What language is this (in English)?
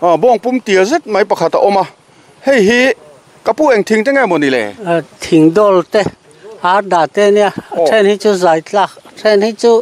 Mizo